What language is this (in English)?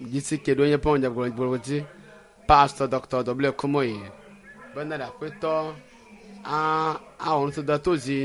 Ewe